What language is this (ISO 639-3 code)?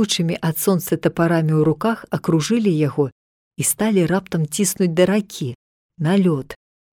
bel